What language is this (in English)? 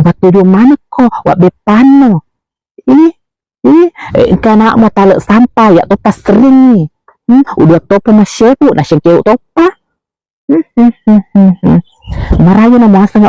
Buginese